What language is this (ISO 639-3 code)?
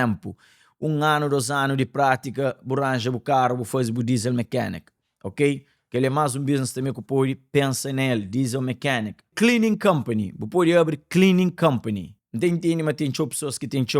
kea